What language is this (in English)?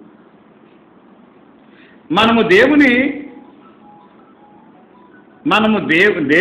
Telugu